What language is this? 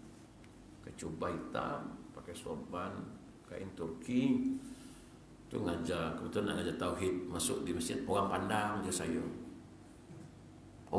Malay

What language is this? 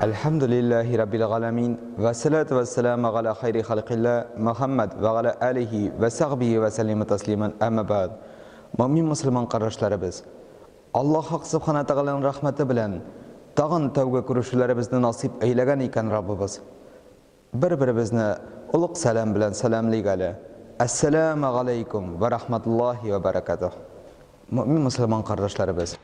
Tatar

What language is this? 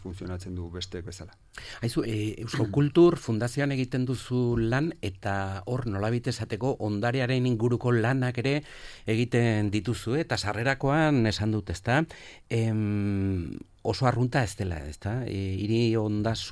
Basque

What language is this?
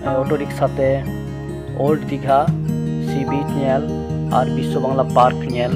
Santali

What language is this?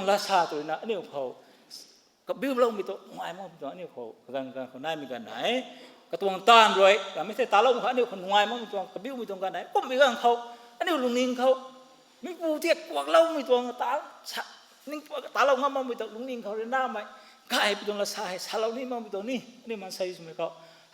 Rongmei Naga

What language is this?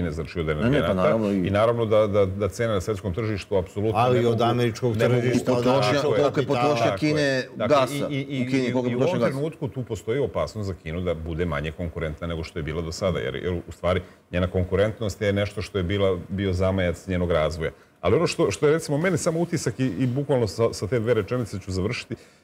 Serbian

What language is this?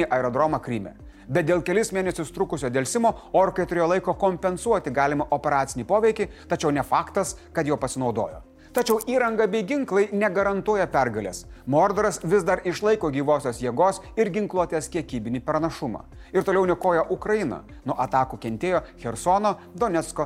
Lithuanian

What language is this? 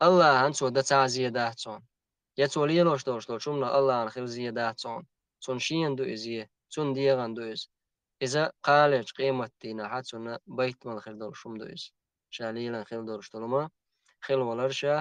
Chechen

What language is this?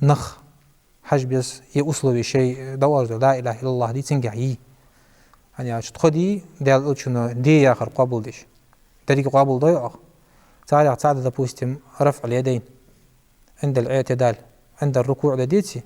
Ingush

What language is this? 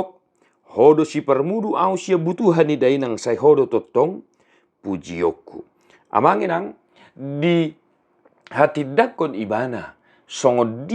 Batak Toba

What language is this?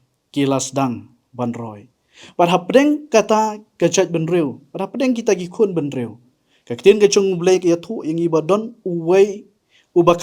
Khasi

